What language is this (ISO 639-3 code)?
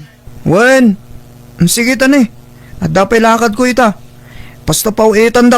ilo